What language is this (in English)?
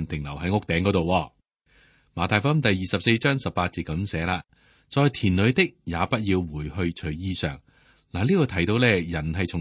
Cantonese